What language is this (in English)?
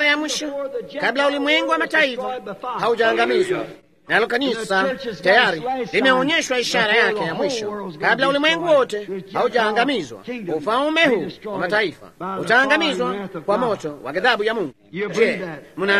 Swahili